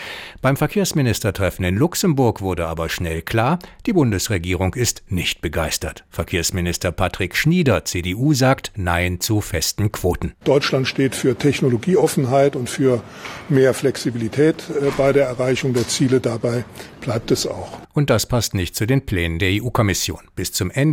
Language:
German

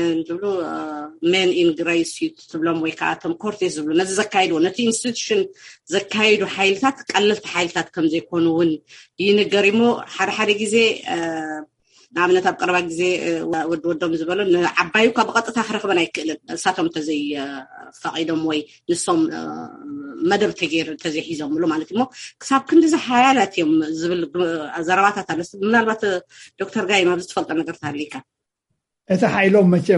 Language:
Tigrinya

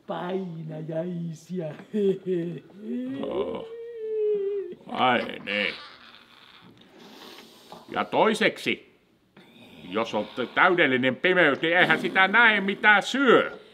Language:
Finnish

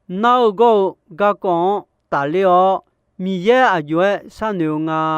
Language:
Akha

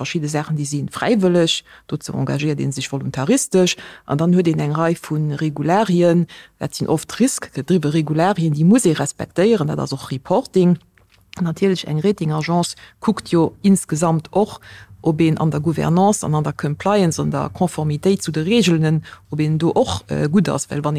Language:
Luxembourgish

